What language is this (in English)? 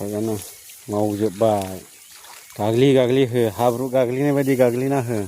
Bodo